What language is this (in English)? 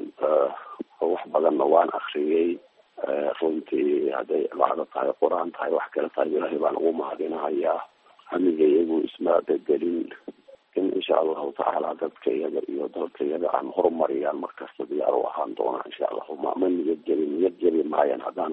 Somali